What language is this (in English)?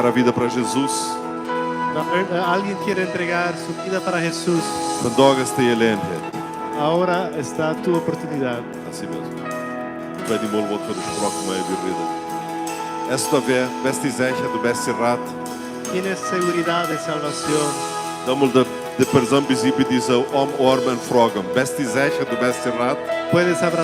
Plautdietsch